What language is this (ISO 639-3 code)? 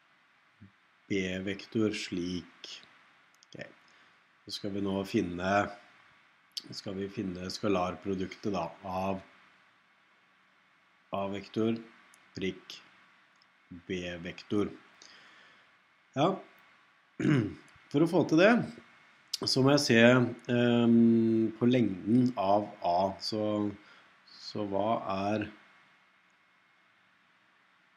nor